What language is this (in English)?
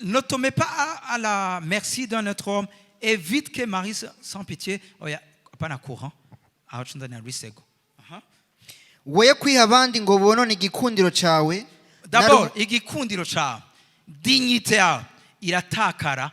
Rundi